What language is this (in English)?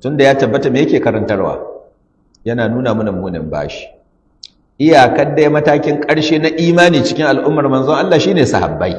Hausa